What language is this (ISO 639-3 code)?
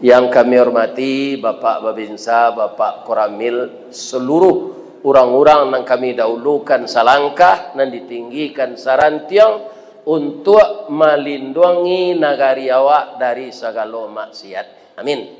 min